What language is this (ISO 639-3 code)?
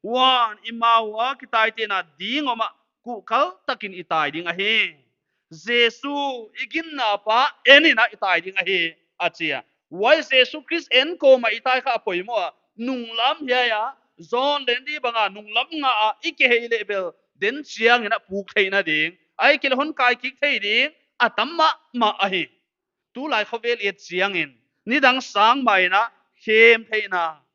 pck